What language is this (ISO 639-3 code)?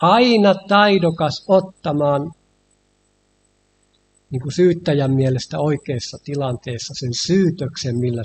fin